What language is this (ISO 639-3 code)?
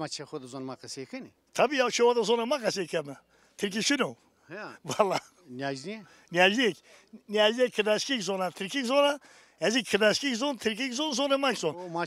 zza